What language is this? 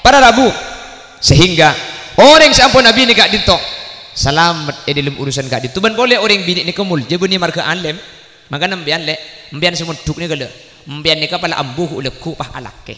Madurese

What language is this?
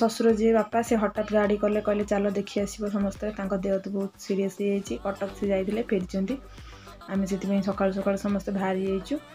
Odia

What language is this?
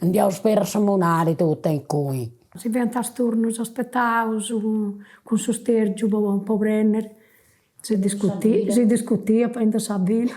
Sardinian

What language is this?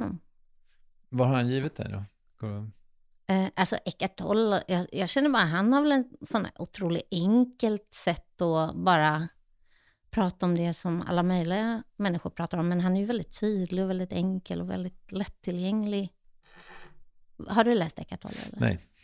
Swedish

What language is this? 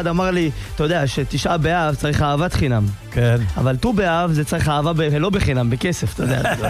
Hebrew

